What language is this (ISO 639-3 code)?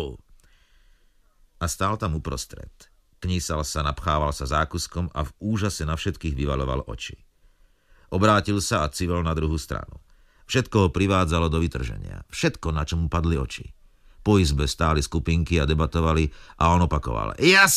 slk